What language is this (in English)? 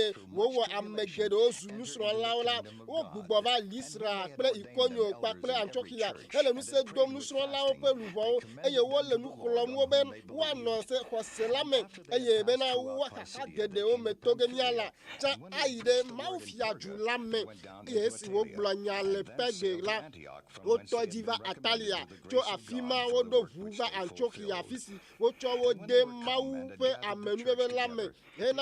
Ewe